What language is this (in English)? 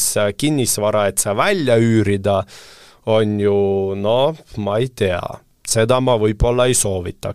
Estonian